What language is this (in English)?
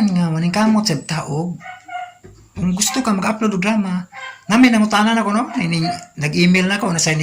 Cebuano